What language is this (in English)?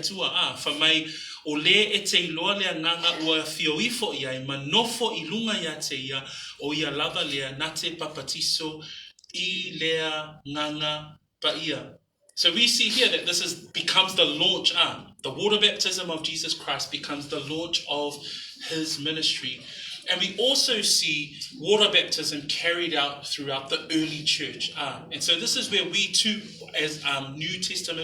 Samoan